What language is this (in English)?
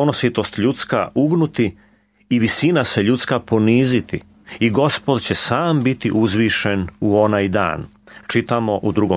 Serbian